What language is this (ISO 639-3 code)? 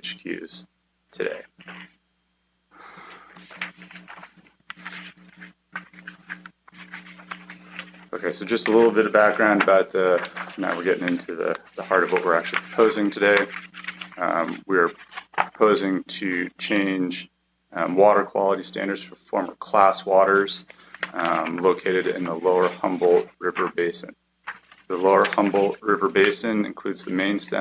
eng